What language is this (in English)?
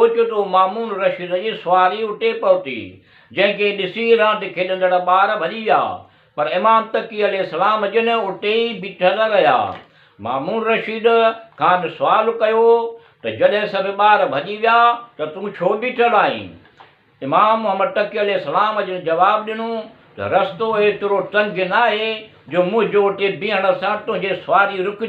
Sindhi